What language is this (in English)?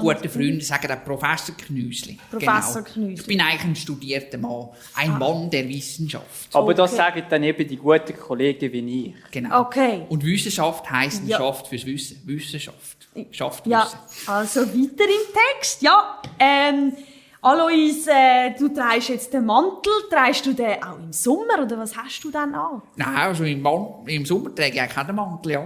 Swiss German